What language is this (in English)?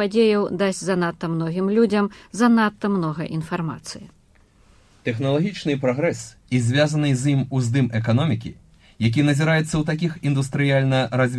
Belarusian